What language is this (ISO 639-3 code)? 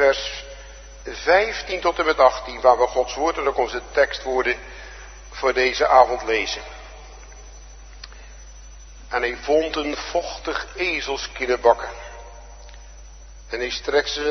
nld